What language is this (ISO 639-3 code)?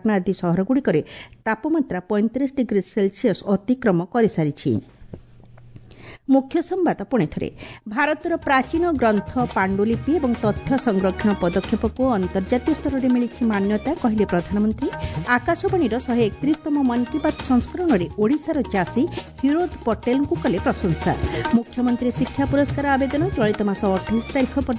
ori